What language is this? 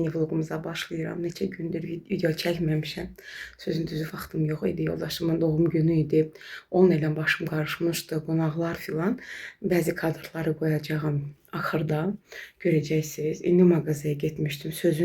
Azerbaijani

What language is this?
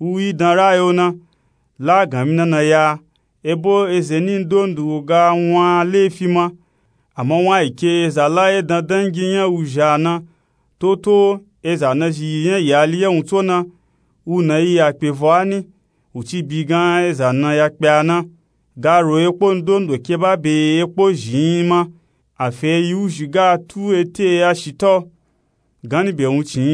Nupe-Nupe-Tako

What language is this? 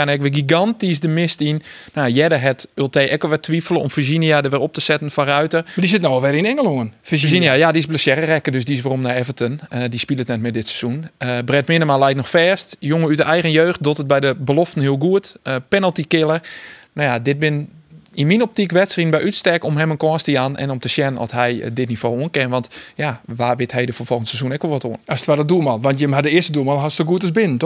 Western Frisian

